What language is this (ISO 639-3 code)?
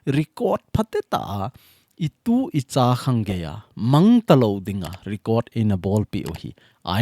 tcz